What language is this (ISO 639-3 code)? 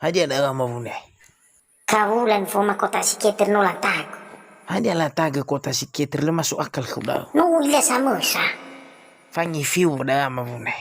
nia